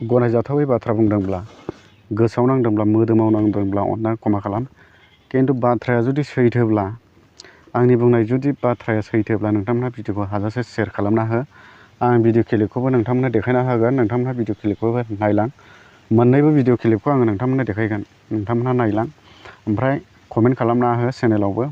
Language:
Bodo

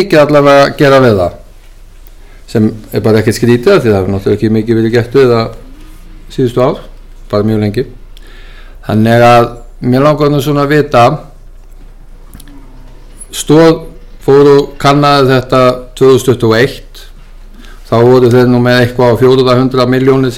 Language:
Icelandic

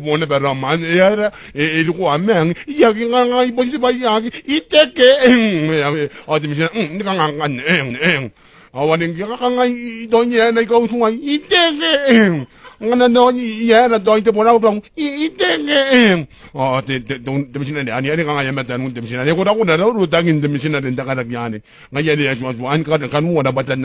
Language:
Gilbertese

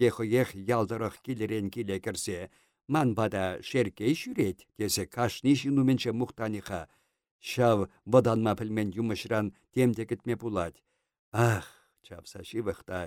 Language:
Chuvash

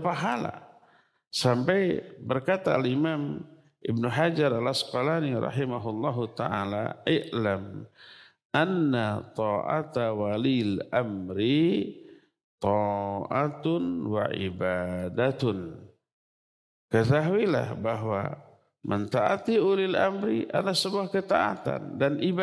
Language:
Indonesian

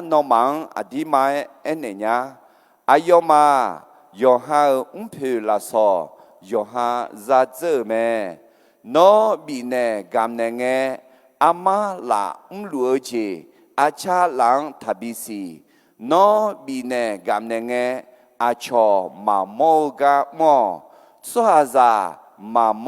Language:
Akha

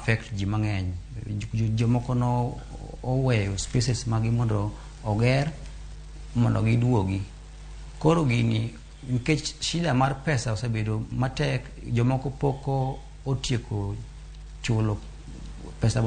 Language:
Luo (Kenya and Tanzania)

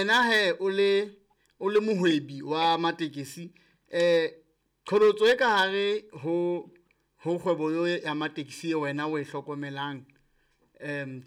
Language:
Southern Sotho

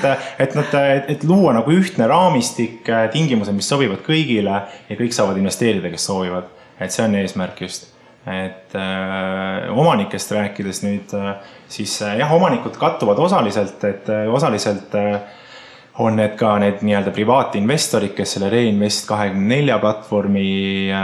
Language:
Estonian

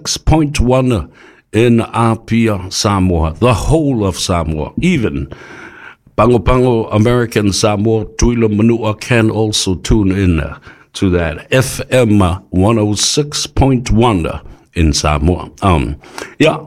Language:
Samoan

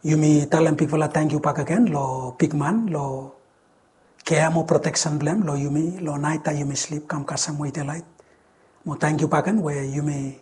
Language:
Bislama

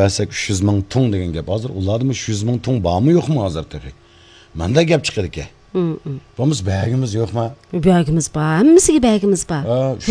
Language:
Uyghur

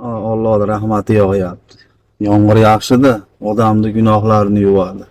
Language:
Uzbek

